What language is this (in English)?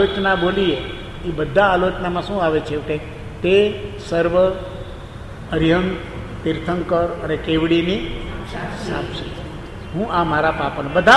Gujarati